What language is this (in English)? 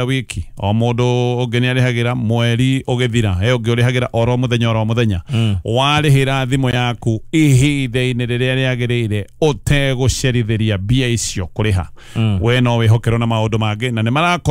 Kikuyu